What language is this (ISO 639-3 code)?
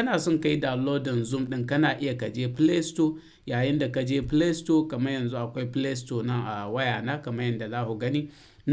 hau